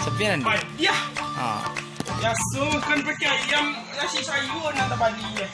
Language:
Minangkabau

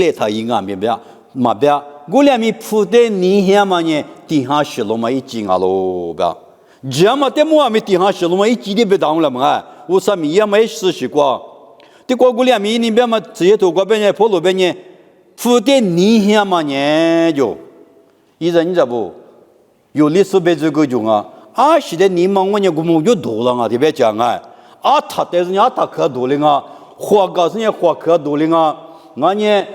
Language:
Lisu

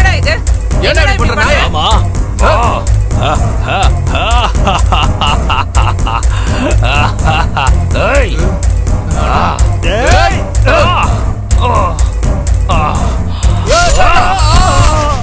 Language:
Tamil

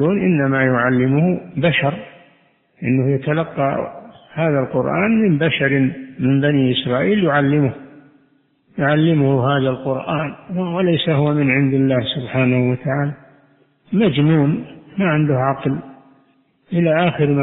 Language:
Arabic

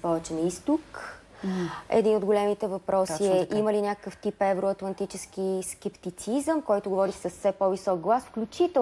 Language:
Bulgarian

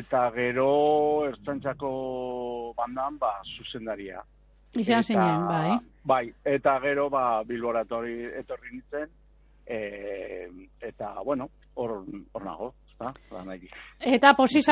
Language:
Basque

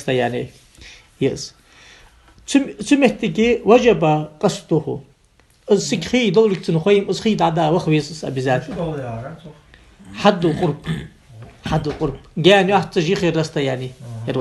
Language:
Ingush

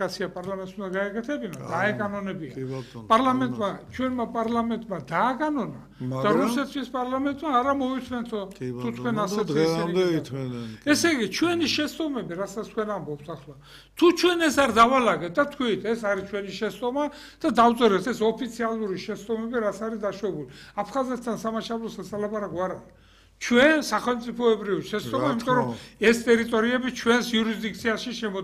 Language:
Georgian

